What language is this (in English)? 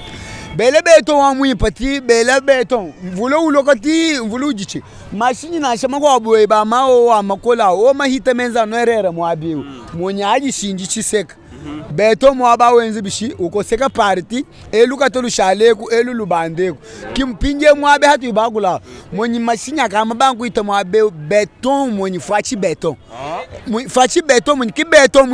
Luba-Lulua